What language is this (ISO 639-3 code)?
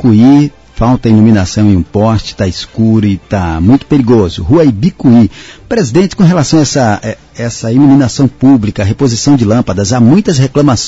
por